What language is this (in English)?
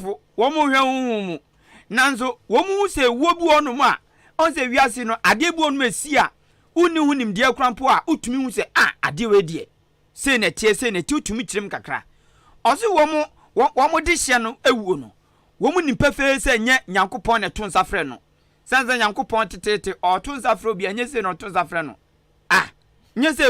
Akan